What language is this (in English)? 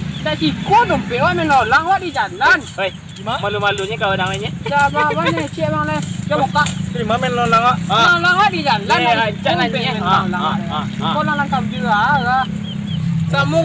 Minangkabau